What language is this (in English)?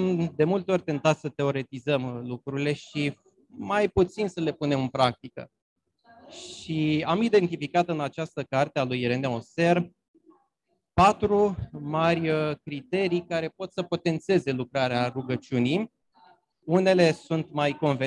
Romanian